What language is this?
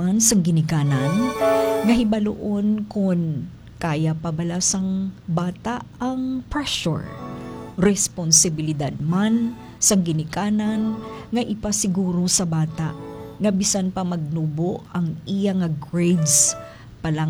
Hiligaynon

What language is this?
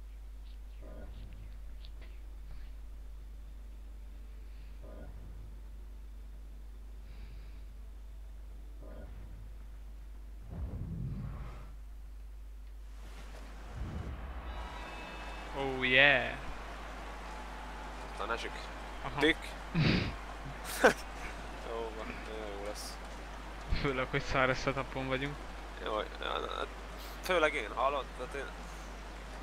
Hungarian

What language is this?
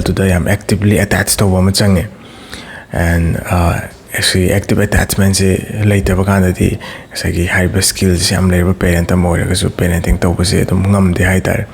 Manipuri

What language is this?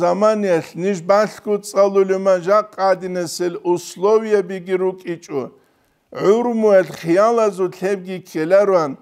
Avaric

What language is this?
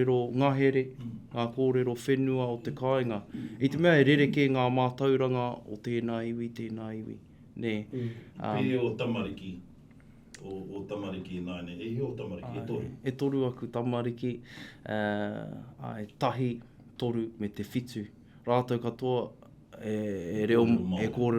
Māori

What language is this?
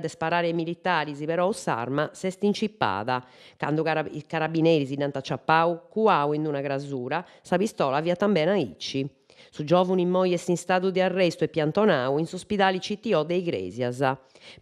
Sardinian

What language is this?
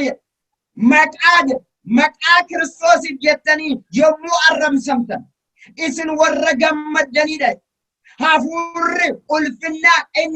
Oromo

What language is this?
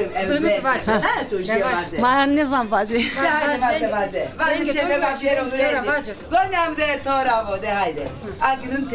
Zaza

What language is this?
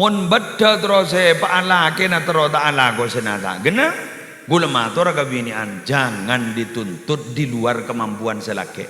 Madurese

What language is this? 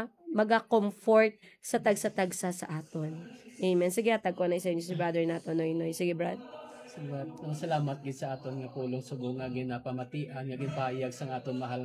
Hiligaynon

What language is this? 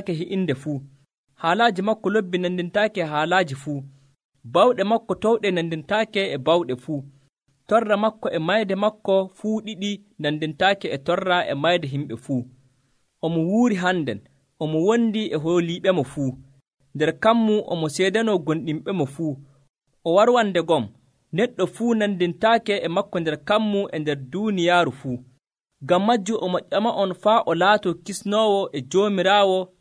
Nigerian Fulfulde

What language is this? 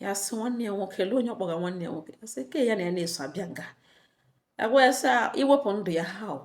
Igbo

